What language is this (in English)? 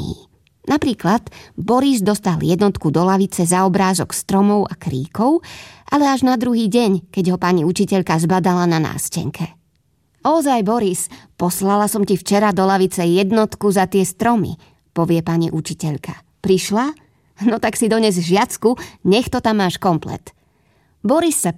Slovak